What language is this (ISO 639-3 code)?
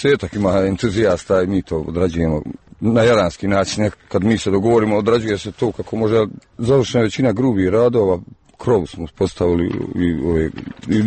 hrv